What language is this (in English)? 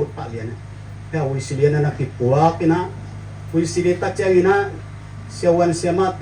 Tedim Chin